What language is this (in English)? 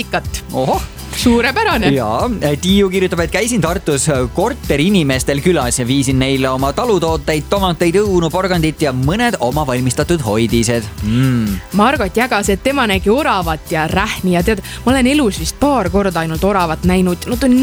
Estonian